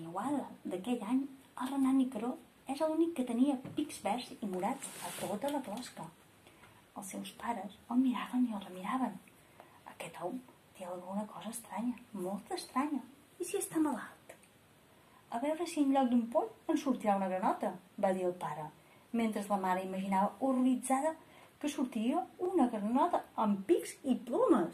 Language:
Catalan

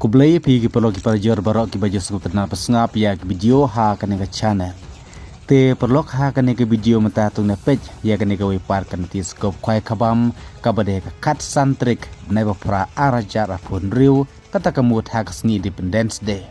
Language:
Khasi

